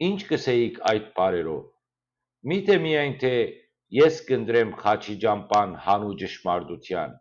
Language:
Western Armenian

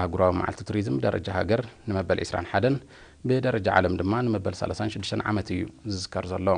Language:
Tigrinya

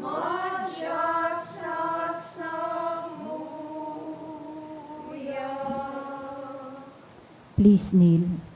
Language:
Bikol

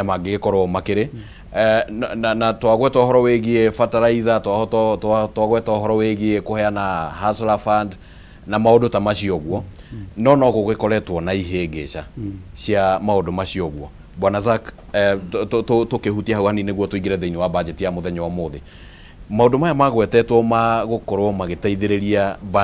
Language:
Kikuyu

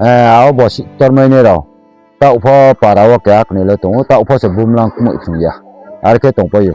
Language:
Riang (India)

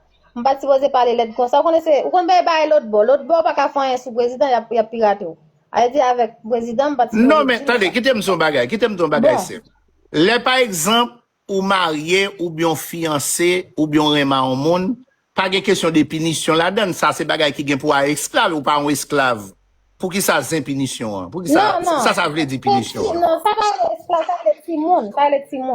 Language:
Haitian Creole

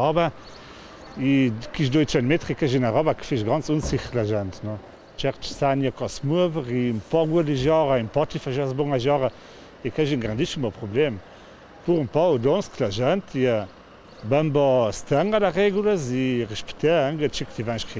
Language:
Ladin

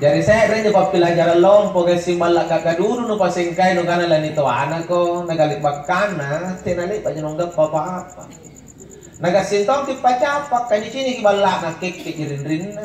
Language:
Makasar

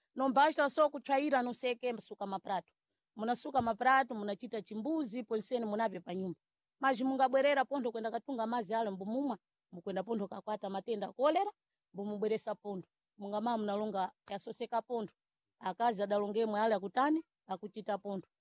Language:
Sena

